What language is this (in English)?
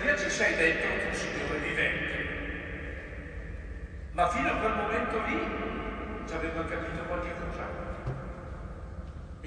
Italian